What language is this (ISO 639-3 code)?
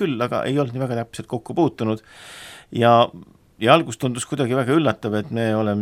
est